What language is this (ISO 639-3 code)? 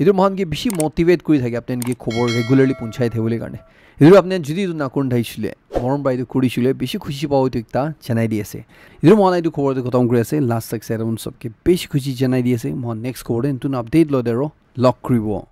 nag